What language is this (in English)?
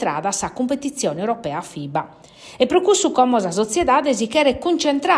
Sardinian